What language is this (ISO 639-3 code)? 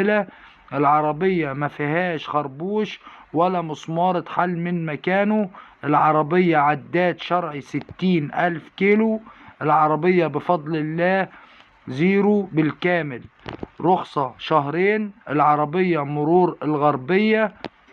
arz